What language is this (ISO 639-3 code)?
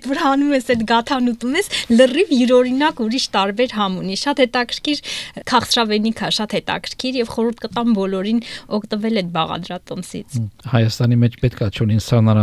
hye